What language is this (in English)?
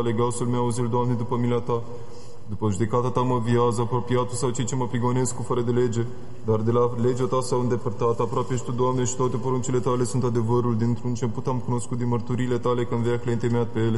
Romanian